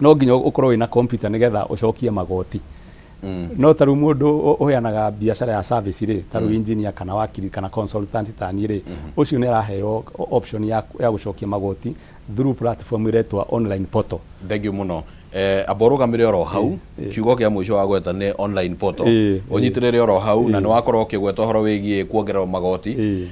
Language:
Kikuyu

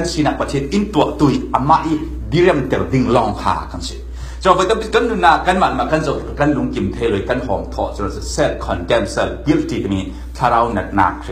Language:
Falam Chin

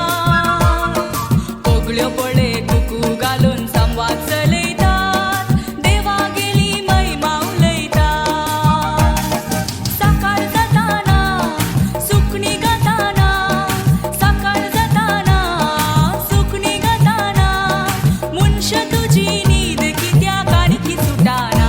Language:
Konkani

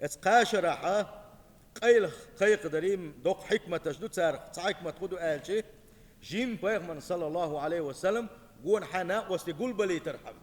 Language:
Chechen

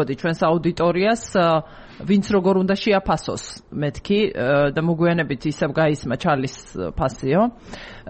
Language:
Georgian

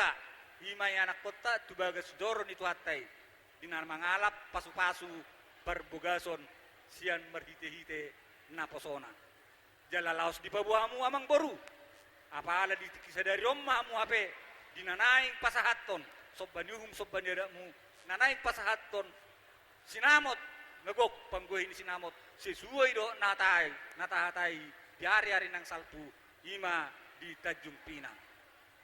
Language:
Batak Toba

